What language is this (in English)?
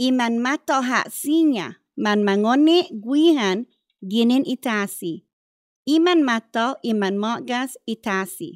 Chamorro